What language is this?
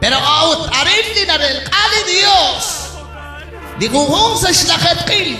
Kekchí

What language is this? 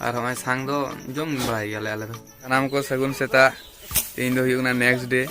Santali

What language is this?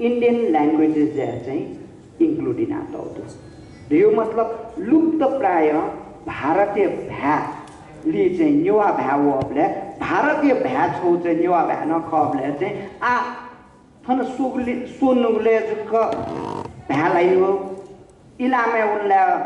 Newari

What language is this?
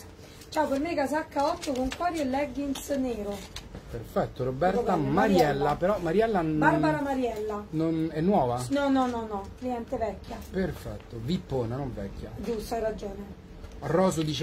Italian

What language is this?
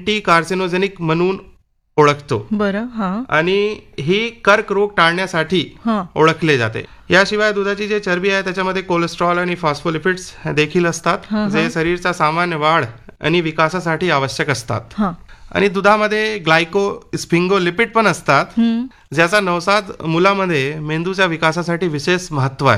Marathi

